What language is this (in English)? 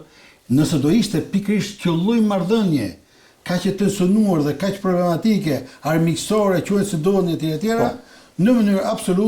Albanian